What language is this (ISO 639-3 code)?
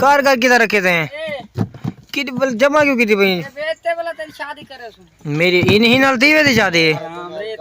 skr